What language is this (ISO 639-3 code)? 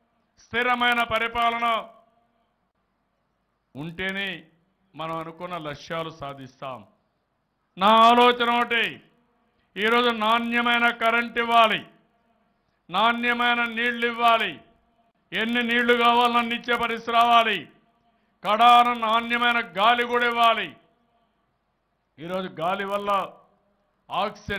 tel